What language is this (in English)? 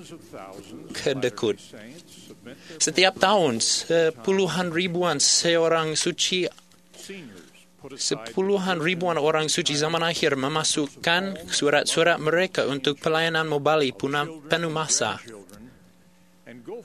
Malay